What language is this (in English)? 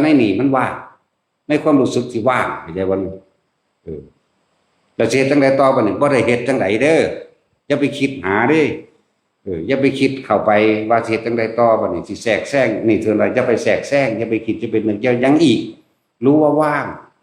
Northeastern Thai